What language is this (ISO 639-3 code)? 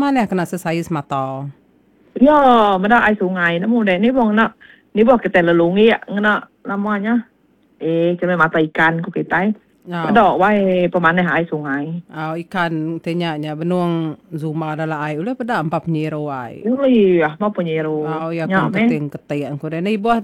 iba